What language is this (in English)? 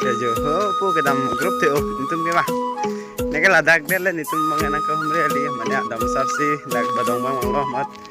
Karbi